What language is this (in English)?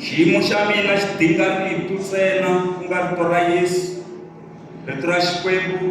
Tsonga